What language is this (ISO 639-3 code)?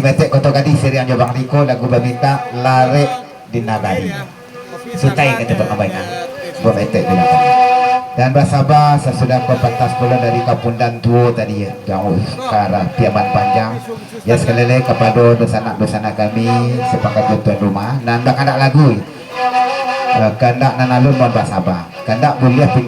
min